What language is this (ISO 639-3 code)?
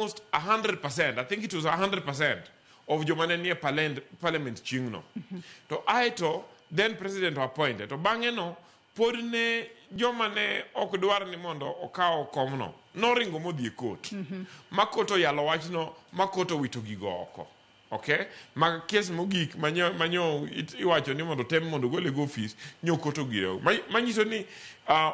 luo